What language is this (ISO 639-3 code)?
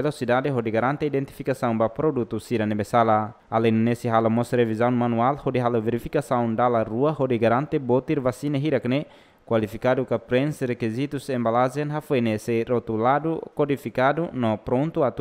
tet